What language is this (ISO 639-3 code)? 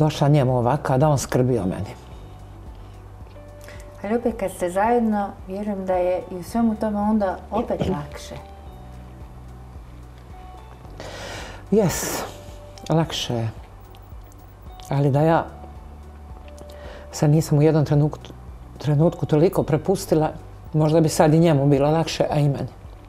hrv